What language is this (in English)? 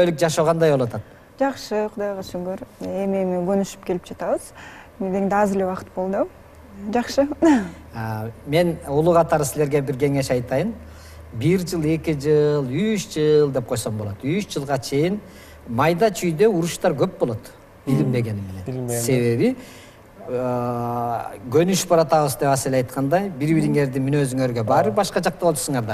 Kyrgyz